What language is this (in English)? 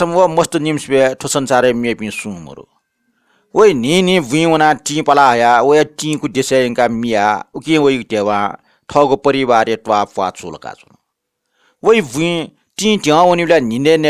Newari